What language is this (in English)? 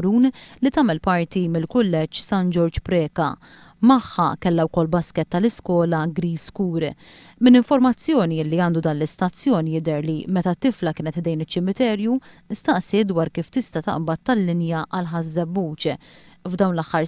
Maltese